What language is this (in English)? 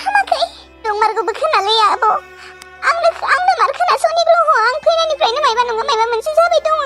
Bodo